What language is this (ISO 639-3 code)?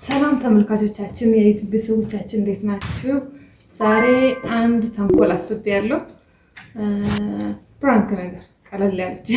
amh